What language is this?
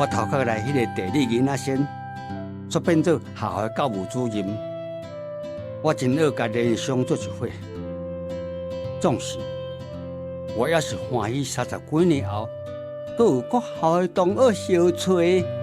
Min Nan Chinese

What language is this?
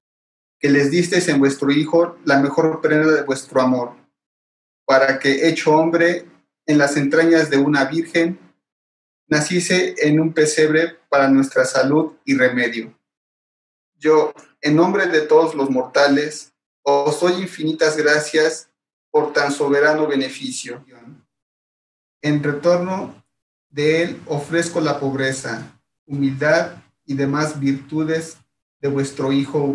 Spanish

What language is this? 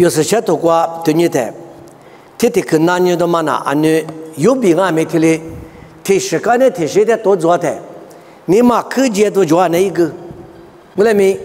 Lisu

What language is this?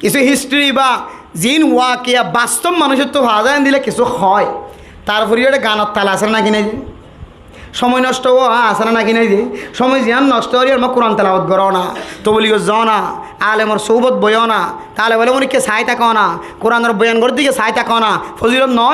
Rohingya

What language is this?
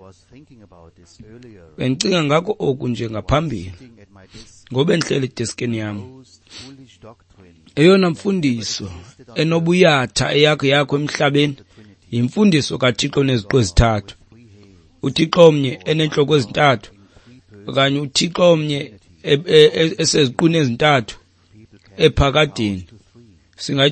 Xhosa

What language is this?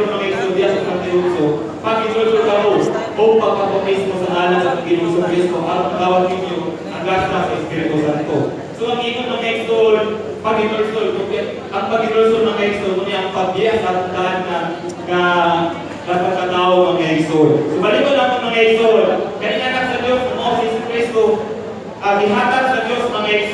Cebuano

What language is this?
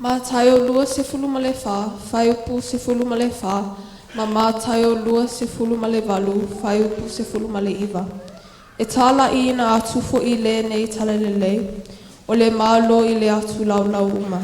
Samoan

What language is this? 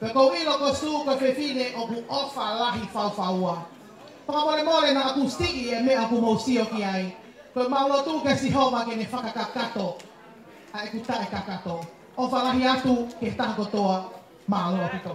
Tongan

